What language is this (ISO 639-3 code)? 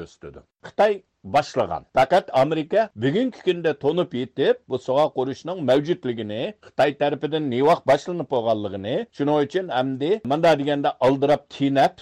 uig